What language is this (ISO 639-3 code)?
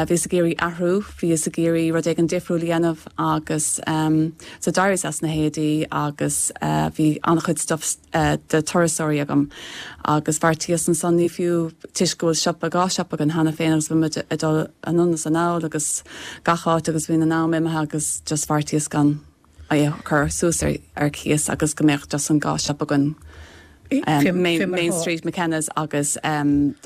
gle